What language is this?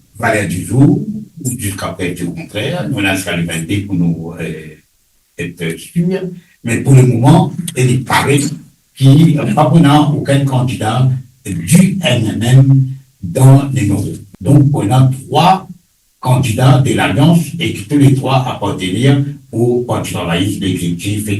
Morisyen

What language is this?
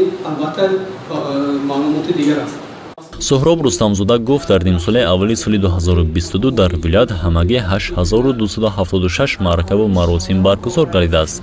Tajik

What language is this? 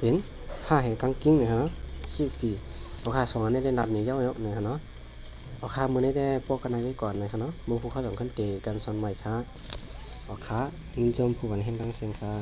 Shan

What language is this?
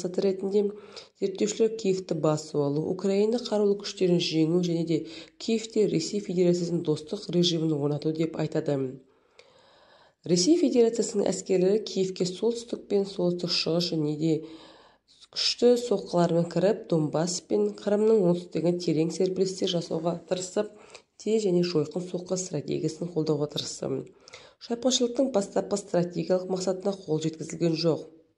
Kazakh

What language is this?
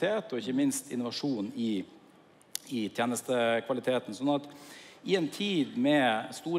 Norwegian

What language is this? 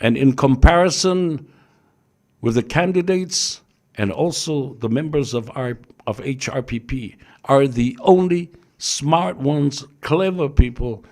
Samoan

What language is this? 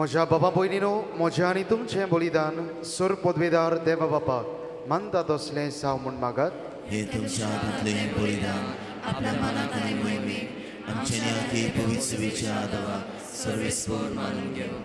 Konkani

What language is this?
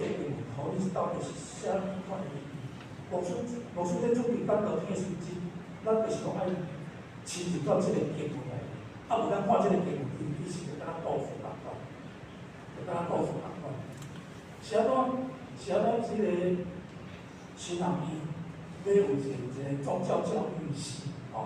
Min Nan Chinese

